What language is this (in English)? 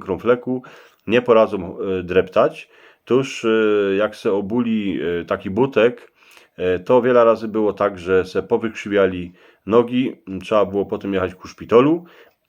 Silesian